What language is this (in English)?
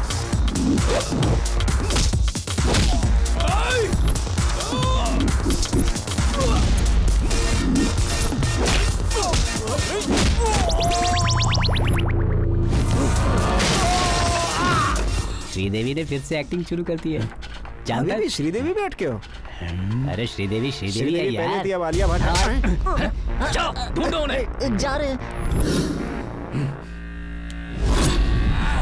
Hindi